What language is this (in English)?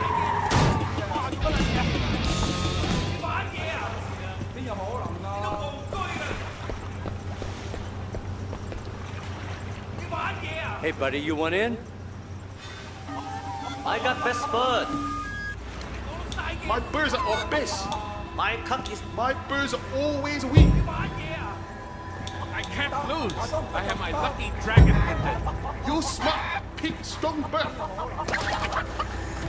English